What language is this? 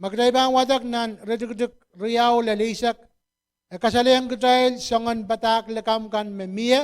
Pohnpeian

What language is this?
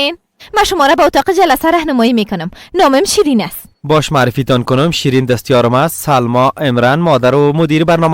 Persian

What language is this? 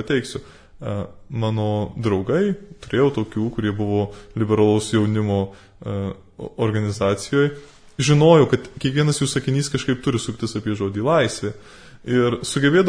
Lithuanian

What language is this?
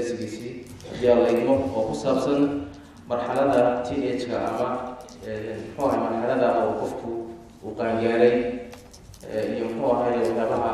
Somali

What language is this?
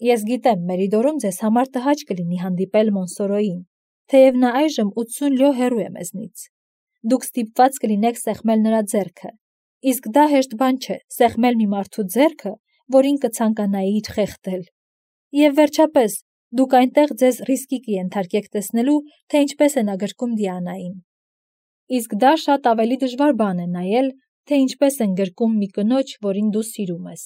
Armenian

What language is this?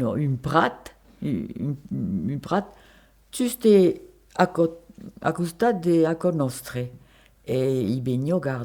Occitan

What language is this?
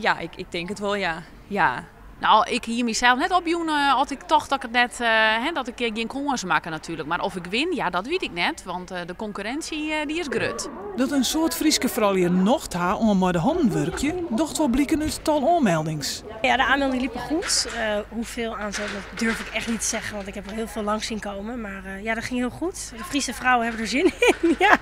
Western Frisian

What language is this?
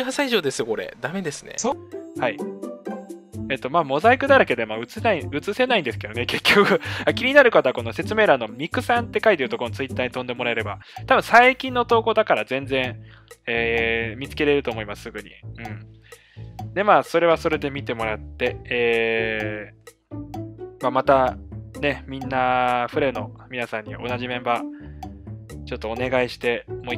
Japanese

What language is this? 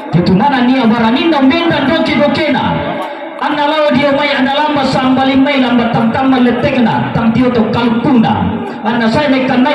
Toraja-Sa'dan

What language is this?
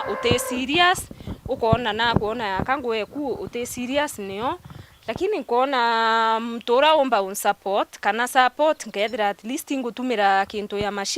Meru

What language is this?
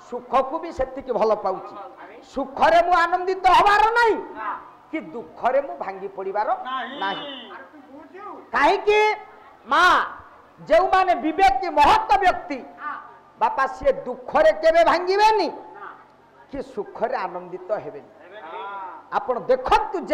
Odia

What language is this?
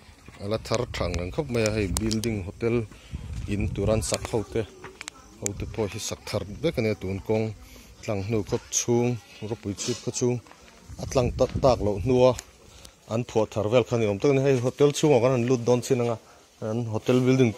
Mizo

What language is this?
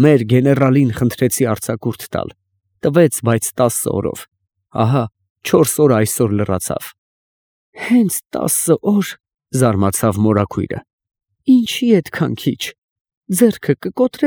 Armenian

